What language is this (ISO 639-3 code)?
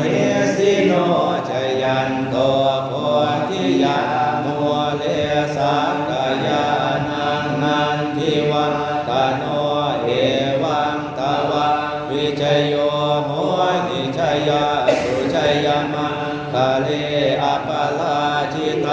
pli